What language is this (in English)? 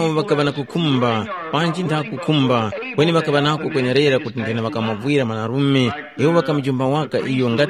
Tumbuka